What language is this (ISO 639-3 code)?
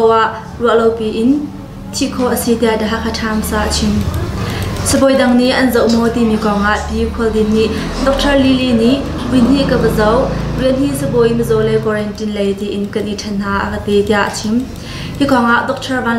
cnh